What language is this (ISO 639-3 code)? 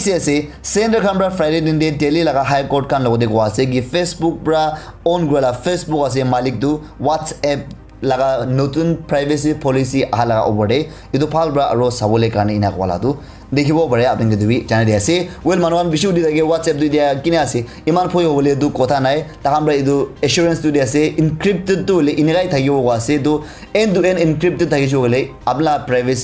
nag